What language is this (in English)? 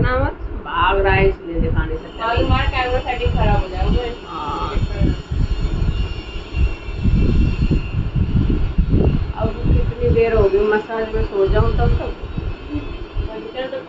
Hindi